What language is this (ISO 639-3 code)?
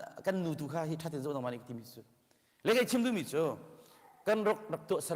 cnh